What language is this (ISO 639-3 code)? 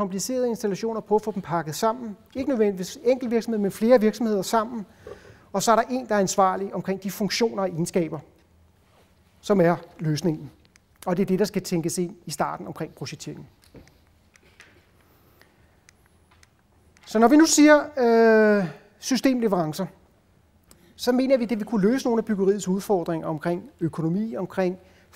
dan